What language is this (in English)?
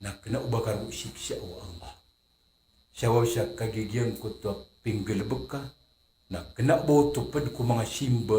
Maranao